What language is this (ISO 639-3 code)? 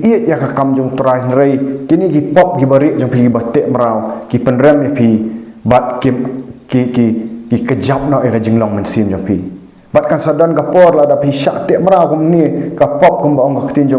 kha